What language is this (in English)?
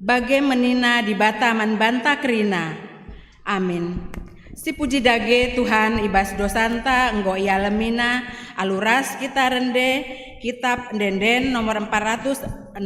Batak Karo